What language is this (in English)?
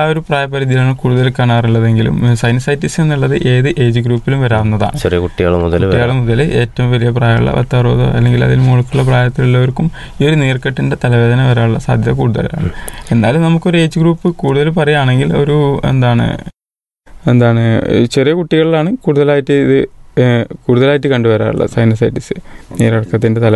Malayalam